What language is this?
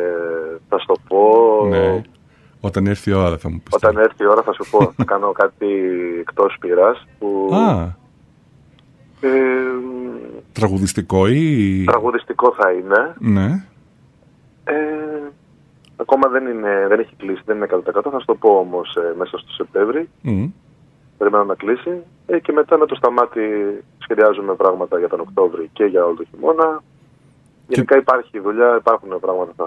Greek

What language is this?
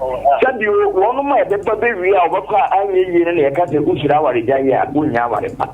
Akan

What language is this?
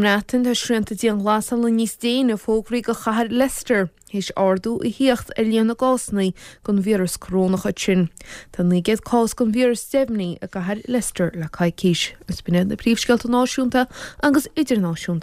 Irish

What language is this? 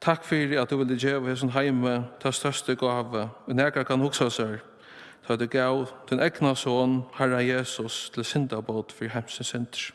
Faroese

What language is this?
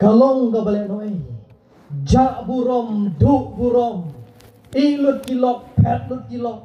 Khasi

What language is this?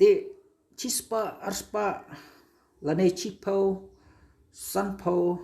Khasi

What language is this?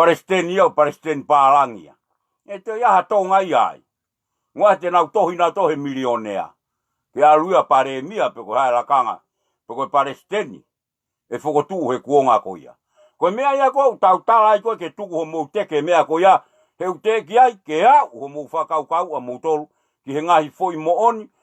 Tongan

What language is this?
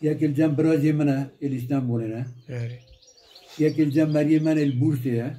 Kurdish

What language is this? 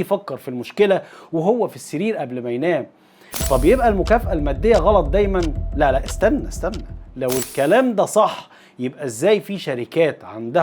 Egyptian Arabic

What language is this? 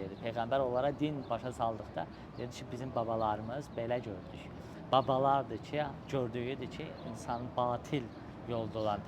Azerbaijani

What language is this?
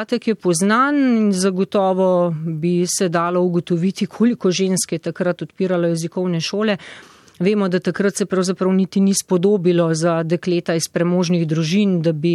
Slovenian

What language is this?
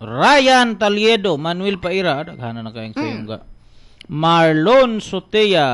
Cebuano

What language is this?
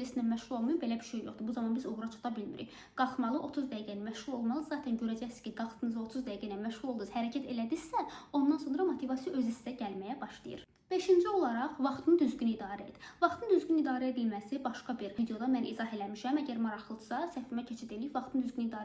Azerbaijani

